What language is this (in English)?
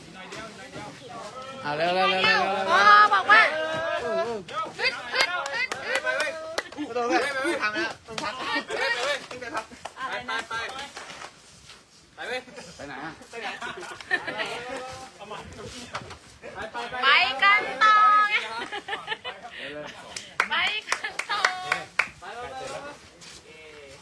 Thai